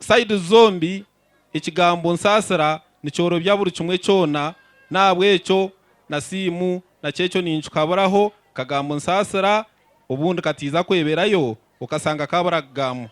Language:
Nyankole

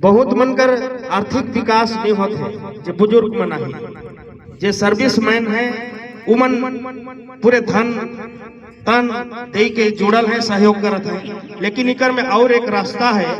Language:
Sadri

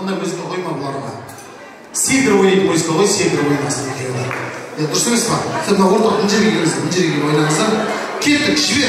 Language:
Kara-Kalpak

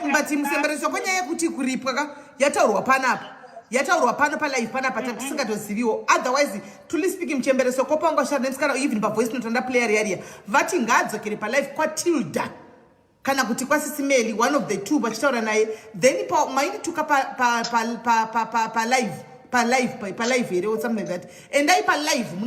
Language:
Shona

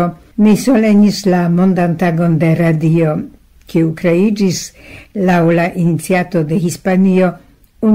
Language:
Esperanto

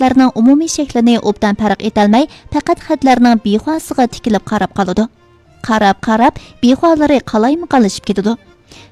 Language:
Uyghur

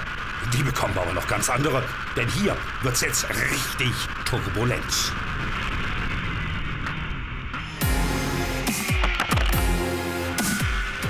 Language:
German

